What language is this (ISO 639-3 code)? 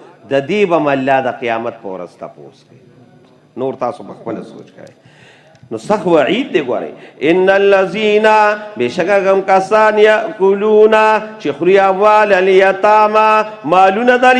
pus